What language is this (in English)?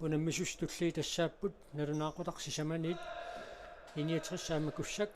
Kalaallisut